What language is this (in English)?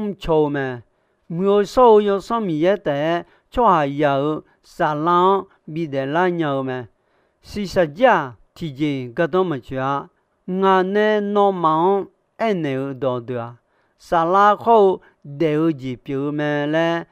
Akha